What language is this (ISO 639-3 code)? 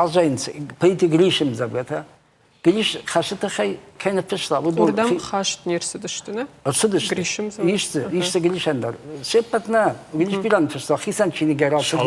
oss